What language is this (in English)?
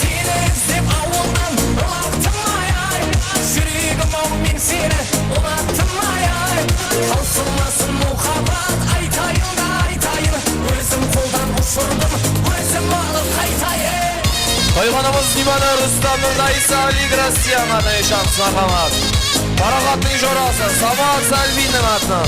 Kara-Kalpak